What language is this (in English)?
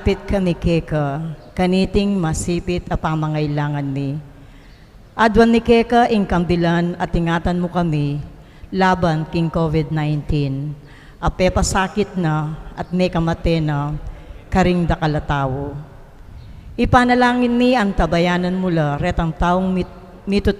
Pampanga